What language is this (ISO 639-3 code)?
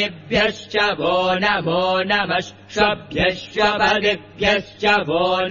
san